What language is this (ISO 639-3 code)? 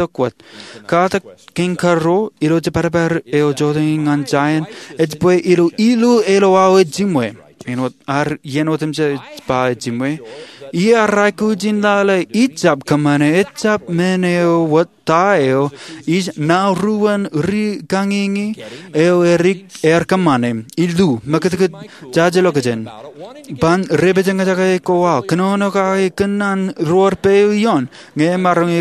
mah